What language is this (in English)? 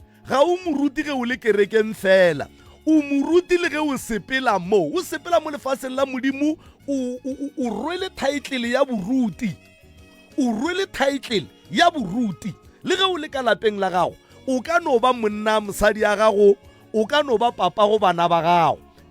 Northern Sotho